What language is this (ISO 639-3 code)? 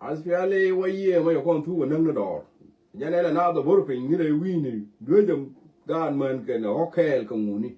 nus